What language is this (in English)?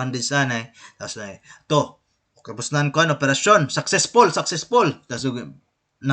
Waray